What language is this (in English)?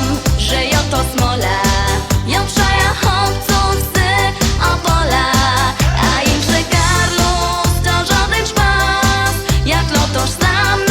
Silesian